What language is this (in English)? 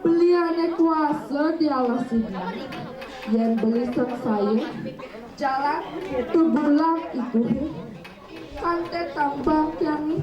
Balinese